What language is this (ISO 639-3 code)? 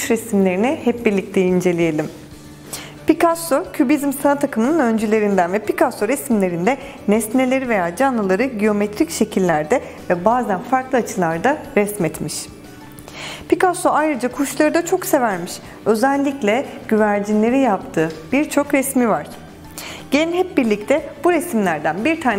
tur